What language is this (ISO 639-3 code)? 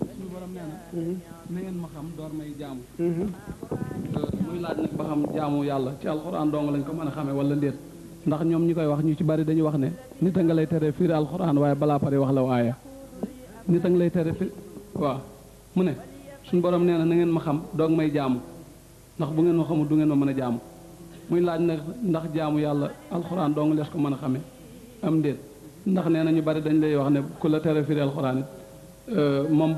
wol